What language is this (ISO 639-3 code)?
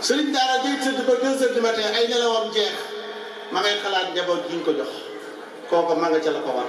wol